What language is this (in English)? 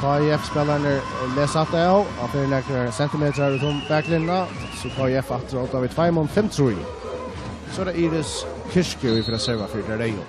Faroese